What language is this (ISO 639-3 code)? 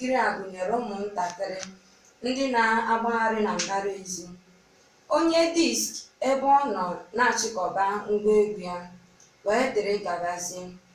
ibo